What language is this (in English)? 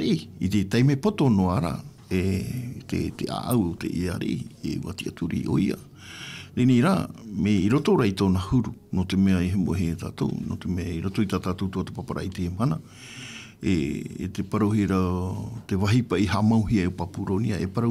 Tahitian